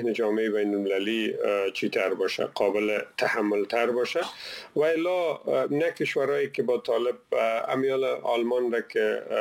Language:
Persian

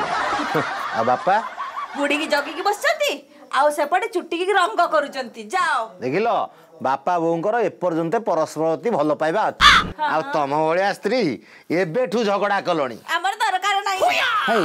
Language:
Odia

